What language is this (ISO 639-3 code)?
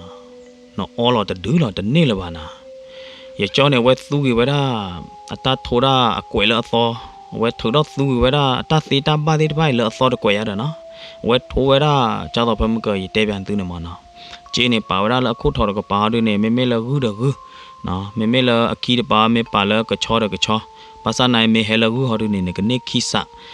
ksw